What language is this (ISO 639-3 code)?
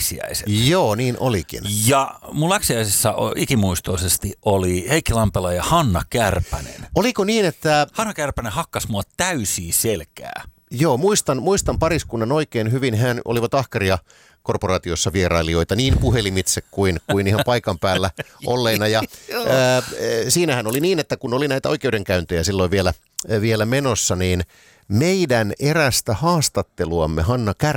fin